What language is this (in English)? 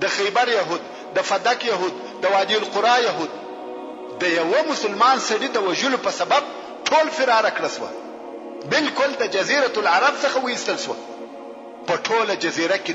Pashto